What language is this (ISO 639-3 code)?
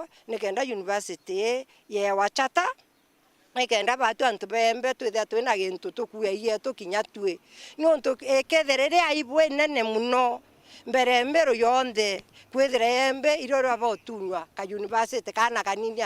mer